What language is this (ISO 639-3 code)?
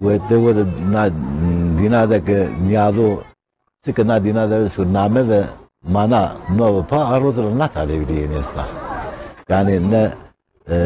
zza